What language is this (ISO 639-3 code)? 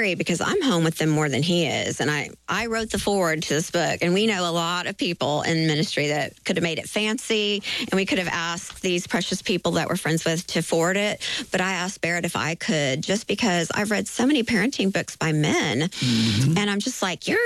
eng